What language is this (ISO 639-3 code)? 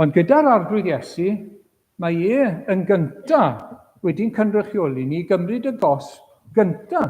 cym